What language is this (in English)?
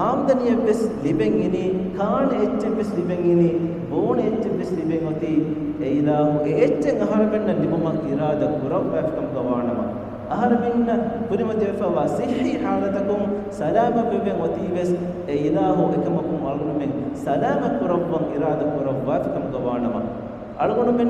Divehi